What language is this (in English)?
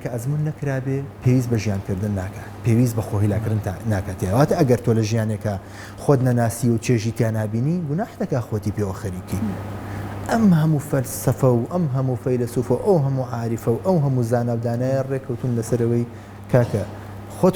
Central Kurdish